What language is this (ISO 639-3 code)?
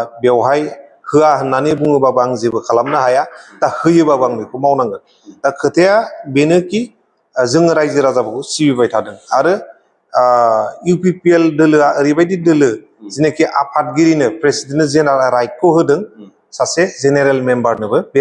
brx